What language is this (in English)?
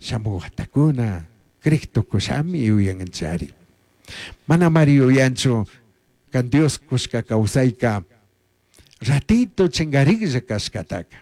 Chimborazo Highland Quichua